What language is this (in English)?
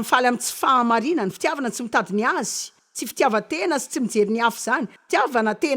Malagasy